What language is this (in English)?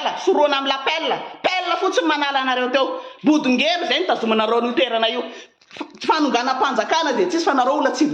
Malagasy